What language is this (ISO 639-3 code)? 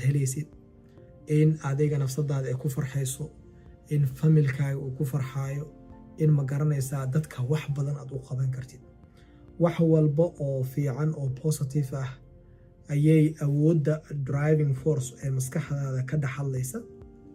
som